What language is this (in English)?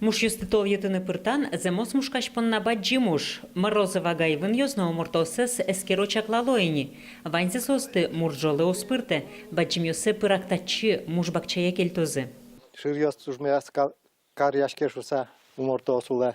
Udmurt